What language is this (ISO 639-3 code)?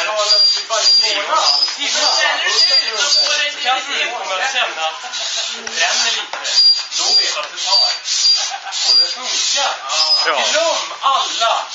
swe